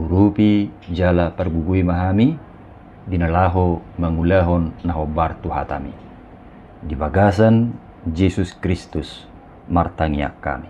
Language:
Batak Toba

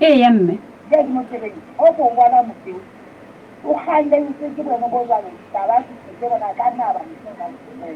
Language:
Southern Sotho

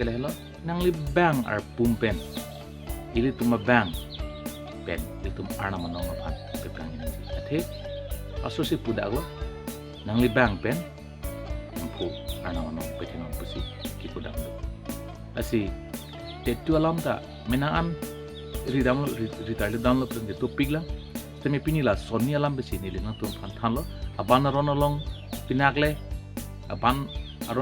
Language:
Karbi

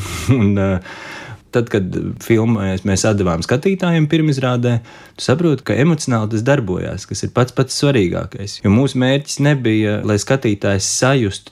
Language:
Latvian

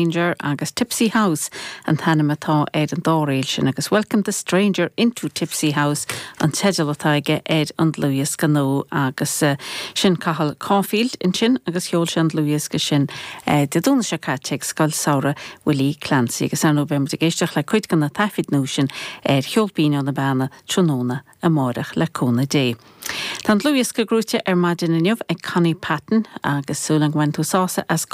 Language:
Irish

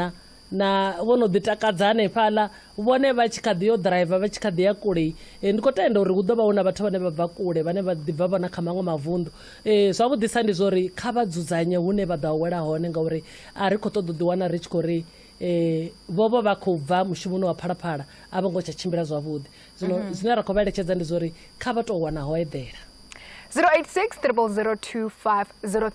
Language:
Venda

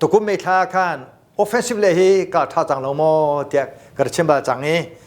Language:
Hakha Chin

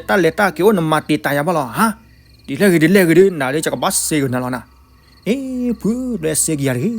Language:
S'gaw Karen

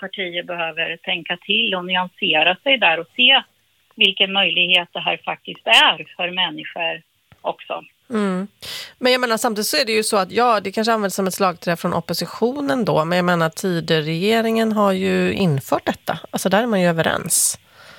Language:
Swedish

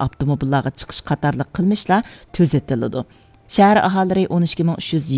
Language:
Uyghur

